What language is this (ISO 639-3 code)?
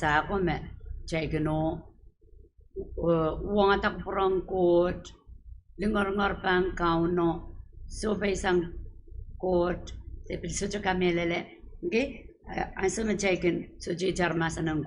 pon